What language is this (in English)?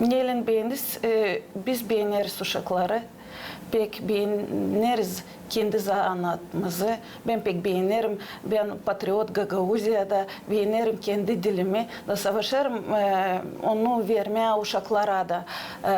Gagauz